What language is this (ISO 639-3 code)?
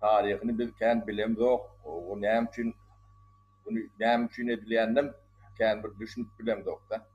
tuk